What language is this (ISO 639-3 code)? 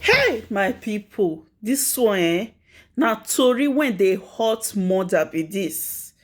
pcm